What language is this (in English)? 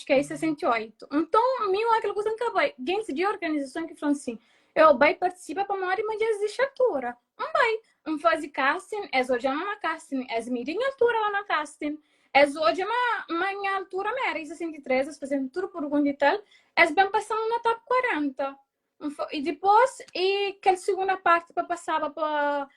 Kabuverdianu